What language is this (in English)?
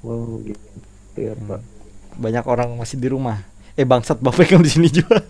Banjar